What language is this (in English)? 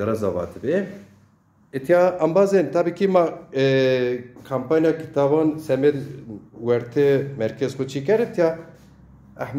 Zaza